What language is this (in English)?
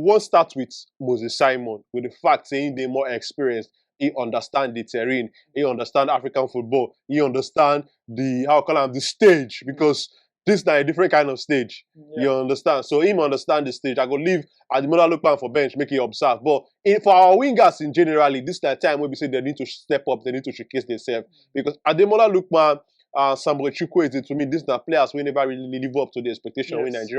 Nigerian Pidgin